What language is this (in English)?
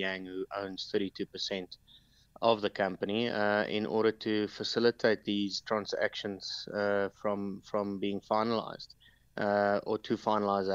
English